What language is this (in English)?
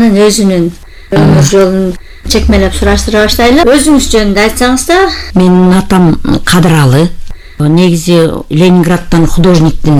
Kyrgyz